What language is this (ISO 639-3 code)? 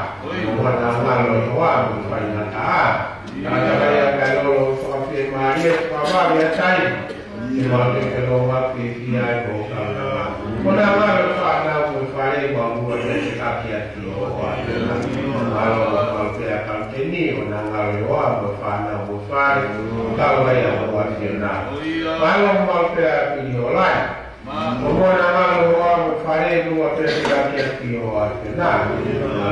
ton